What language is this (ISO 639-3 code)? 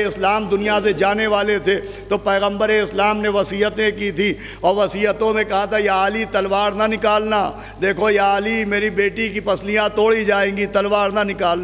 urd